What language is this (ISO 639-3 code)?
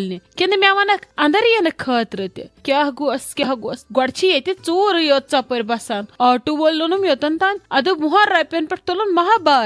kas